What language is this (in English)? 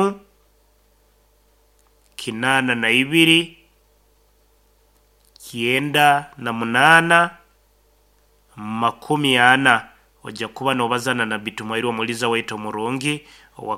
Nyoro